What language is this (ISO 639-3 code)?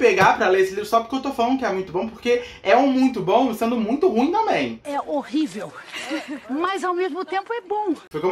por